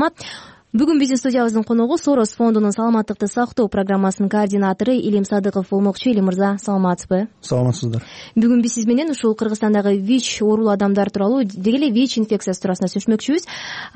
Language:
Kyrgyz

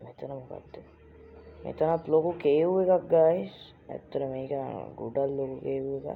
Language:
Sinhala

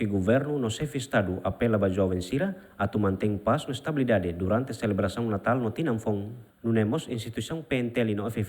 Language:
Tetum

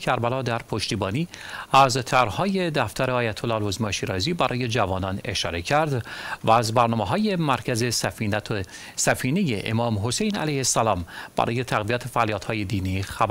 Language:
Persian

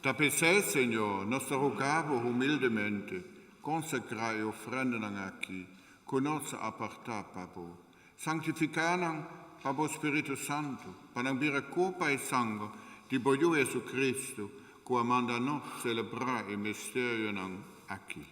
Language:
Papiamento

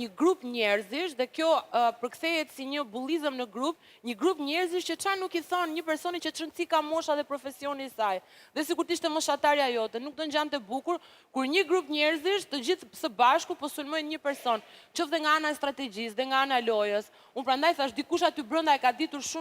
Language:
Albanian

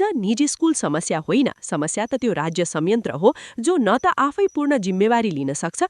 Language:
Nepali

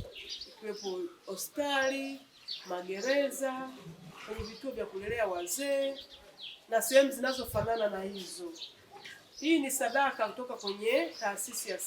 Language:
Swahili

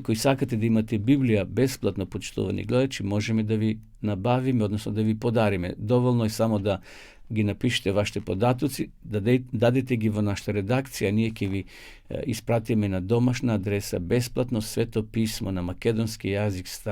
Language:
Macedonian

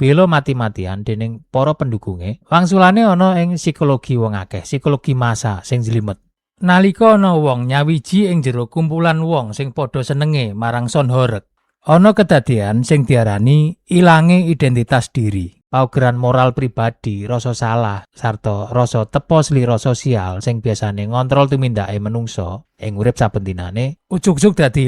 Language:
Javanese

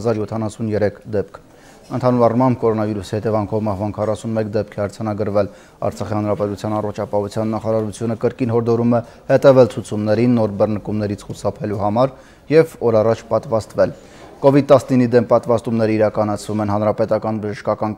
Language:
Armenian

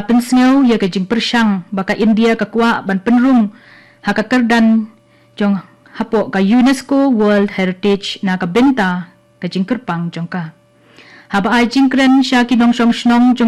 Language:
Khasi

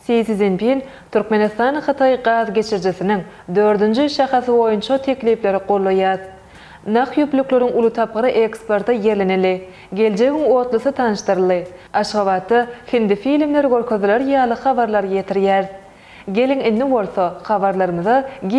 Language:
Turkmen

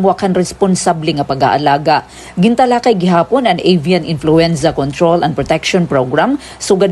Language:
Waray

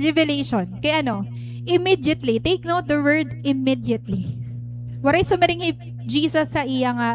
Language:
Waray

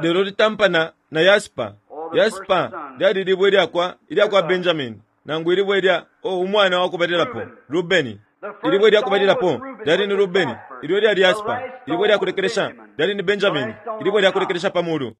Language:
Bemba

